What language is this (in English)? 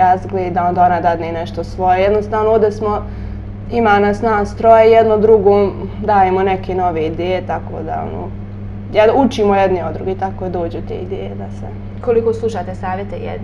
Bosnian